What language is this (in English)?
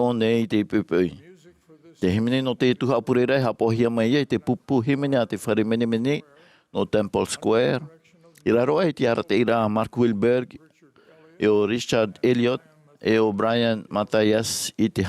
Tahitian